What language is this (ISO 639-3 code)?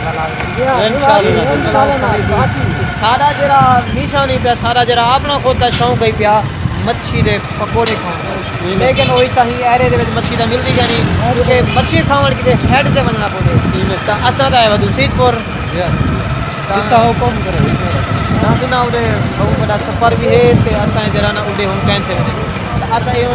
skr